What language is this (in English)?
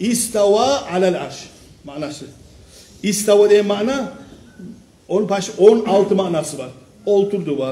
Kumyk